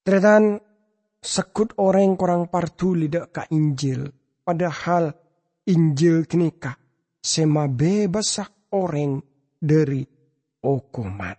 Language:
Madurese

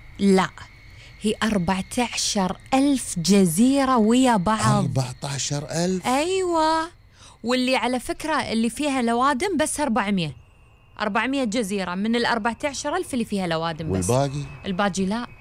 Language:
Gulf Arabic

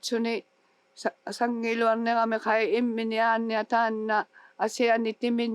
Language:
Inuktitut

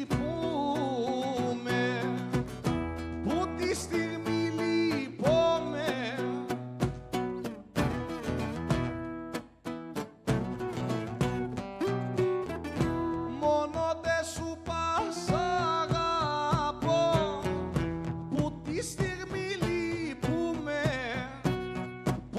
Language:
Greek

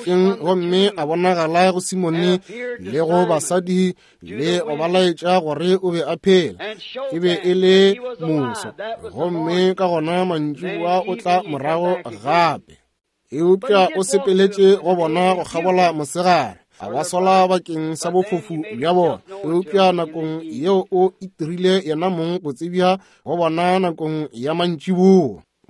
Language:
Northern Sotho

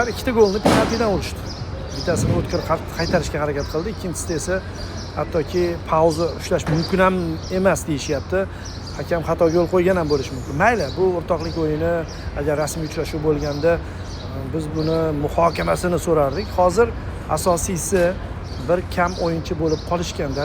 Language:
Uzbek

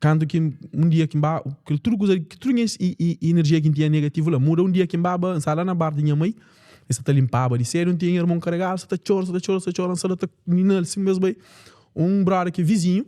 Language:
Kabuverdianu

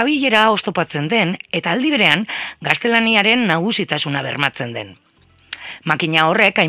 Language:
Basque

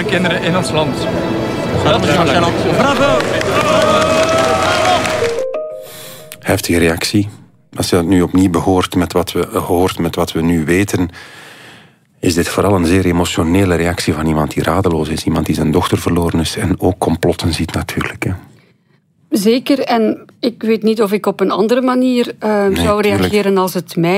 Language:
Dutch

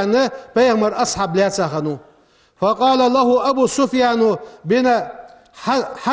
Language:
Ingush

